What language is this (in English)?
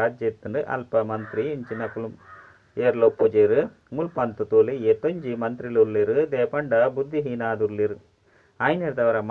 Tulu